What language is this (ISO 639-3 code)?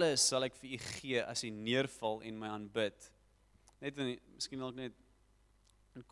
afr